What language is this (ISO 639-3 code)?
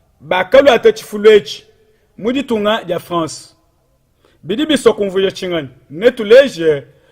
lua